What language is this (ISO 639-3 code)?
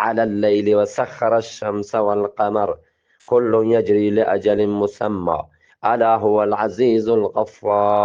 bgp